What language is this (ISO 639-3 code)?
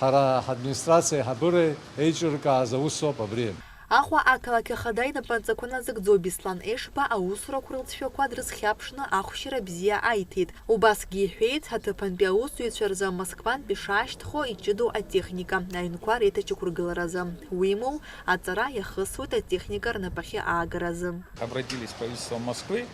abk